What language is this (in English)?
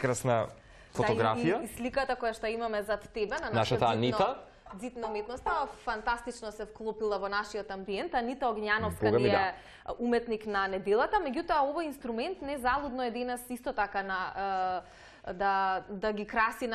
Macedonian